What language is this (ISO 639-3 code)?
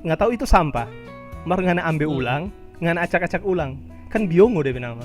xmm